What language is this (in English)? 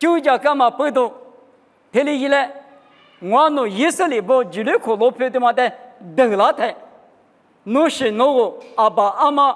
Lisu